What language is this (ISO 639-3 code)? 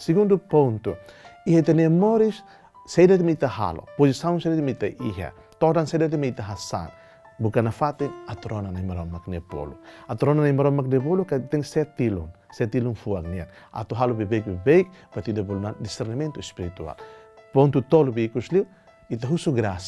tet